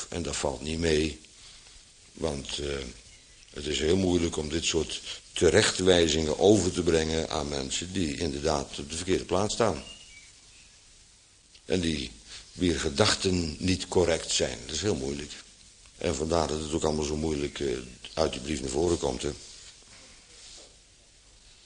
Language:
Dutch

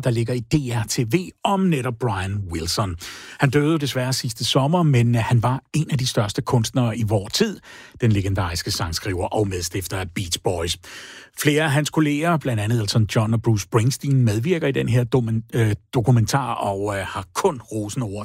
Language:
Danish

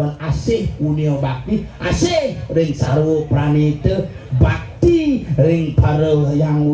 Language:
Balinese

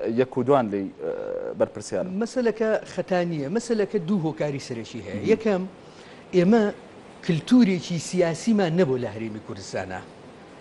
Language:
Central Kurdish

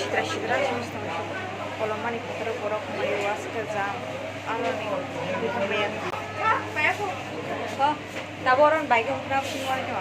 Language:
Kok Borok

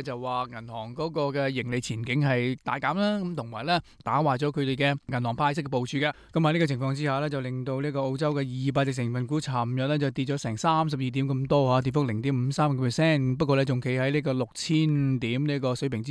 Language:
Cantonese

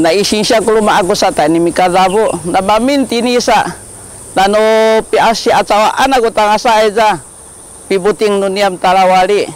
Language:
Sakizaya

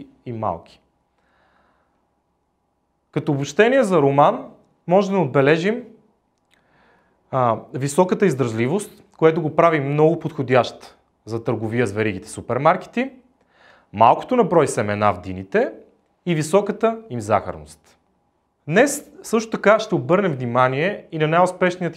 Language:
Bulgarian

